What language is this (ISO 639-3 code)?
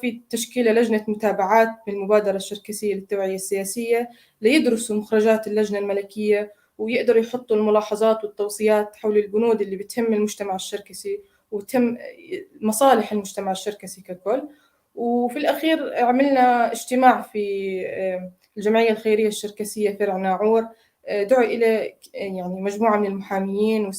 apc